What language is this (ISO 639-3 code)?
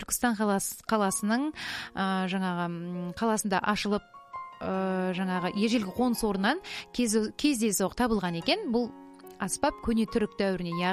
kaz